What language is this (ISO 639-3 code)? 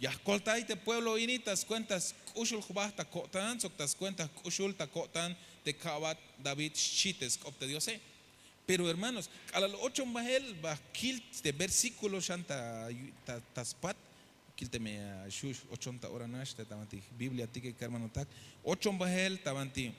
tzh